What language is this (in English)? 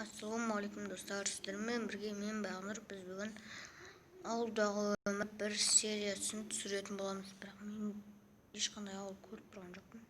Kazakh